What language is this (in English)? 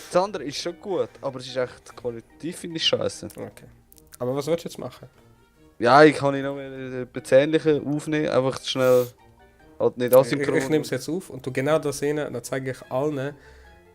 Swiss German